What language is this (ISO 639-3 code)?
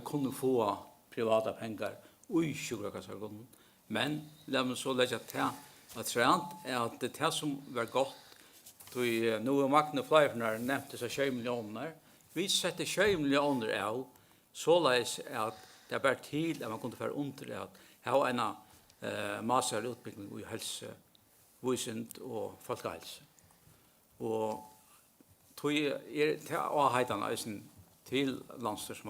fao